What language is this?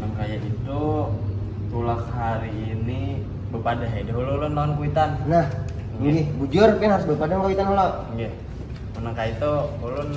Banjar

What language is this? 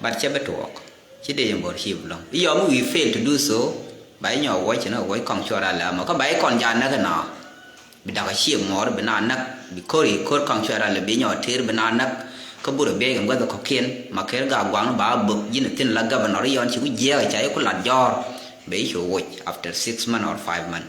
Nuer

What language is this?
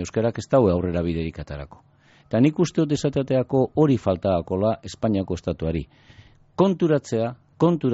Basque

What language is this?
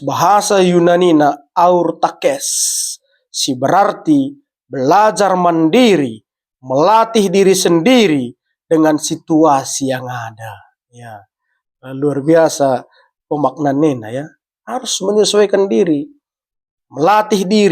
Batak Karo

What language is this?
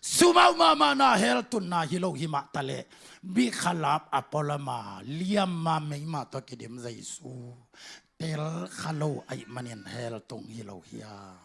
Tedim Chin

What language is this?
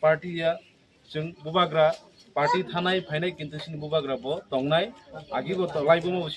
Kok Borok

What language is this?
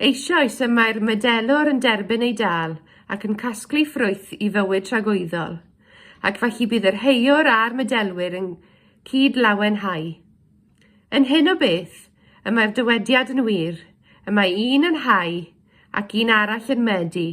Welsh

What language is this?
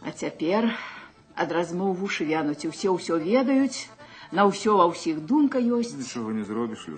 Belarusian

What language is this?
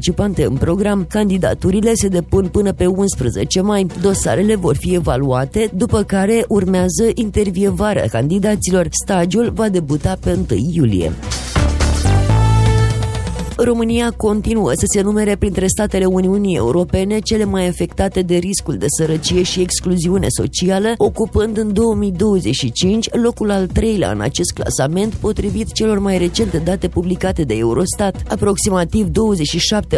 Romanian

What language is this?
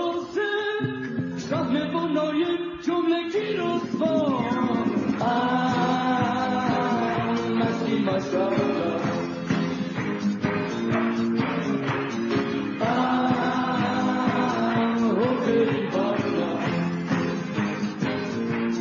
Persian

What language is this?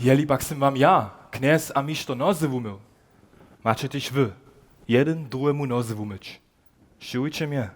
Upper Sorbian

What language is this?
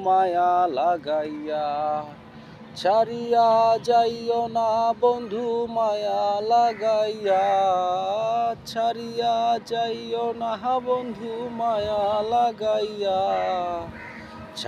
Bangla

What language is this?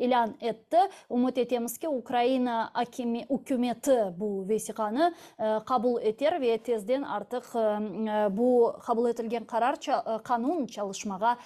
Crimean Tatar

